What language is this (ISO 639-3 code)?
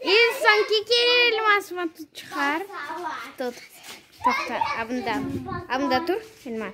crh